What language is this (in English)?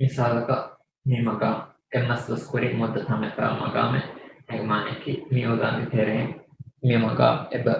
Divehi